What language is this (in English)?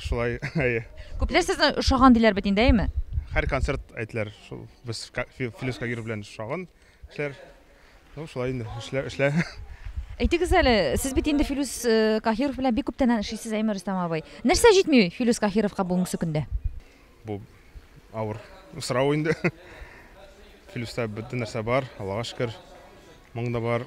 Tatar